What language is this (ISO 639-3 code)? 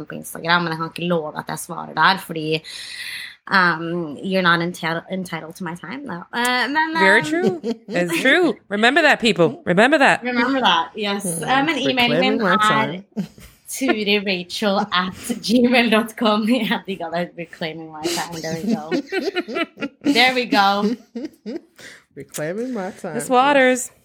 nor